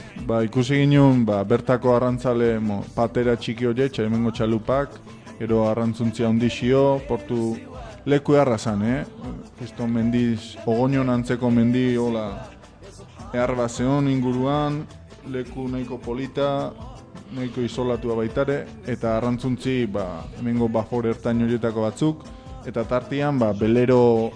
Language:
Basque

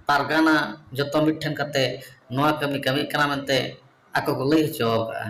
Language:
Santali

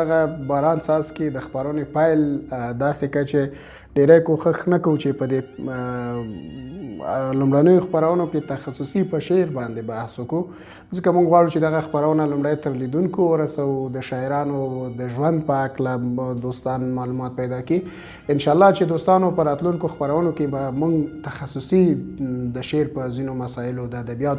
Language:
Pashto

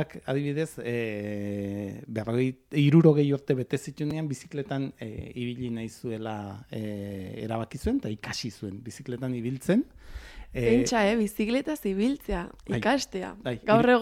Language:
Basque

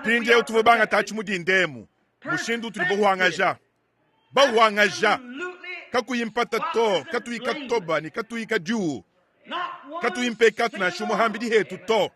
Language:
Luba-Lulua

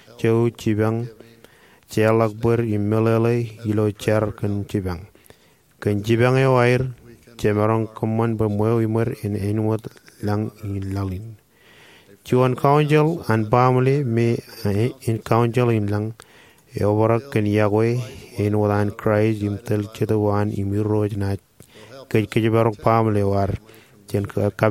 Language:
Marshallese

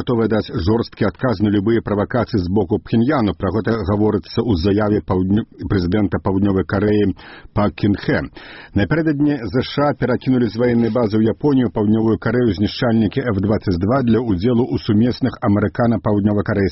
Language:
Belarusian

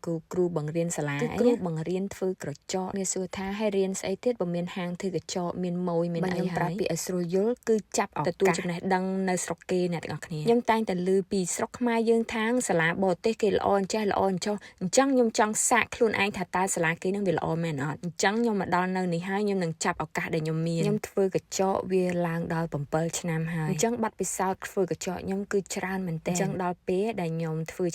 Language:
Khmer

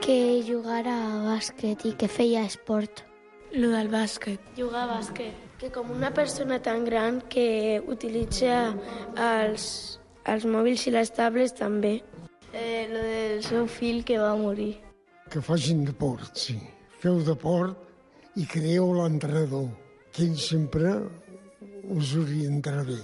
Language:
Catalan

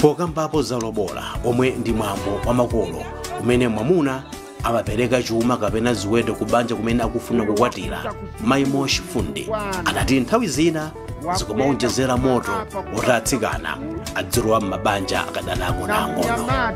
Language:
Nyanja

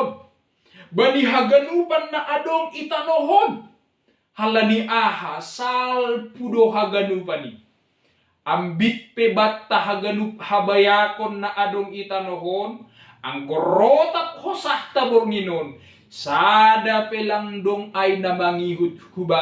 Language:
Batak Simalungun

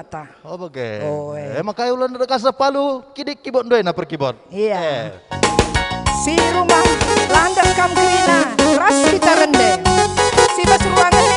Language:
Batak Karo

